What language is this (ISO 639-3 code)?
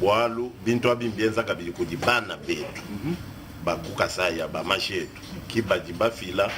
lua